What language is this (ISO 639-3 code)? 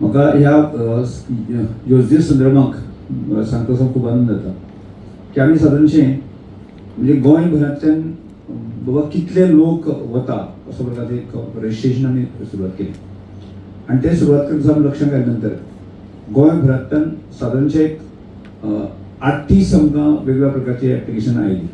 kok